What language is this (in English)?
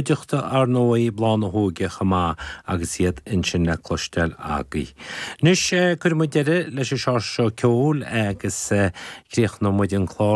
Irish